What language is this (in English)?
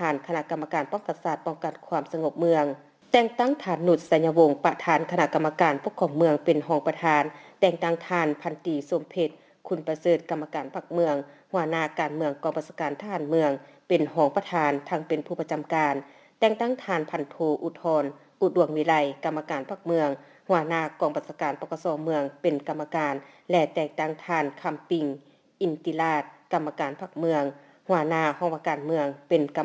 Lao